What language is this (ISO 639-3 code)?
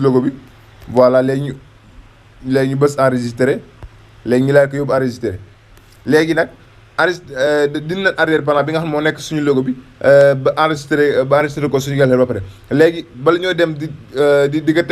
wol